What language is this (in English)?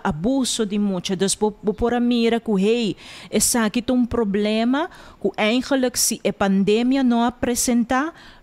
Papiamento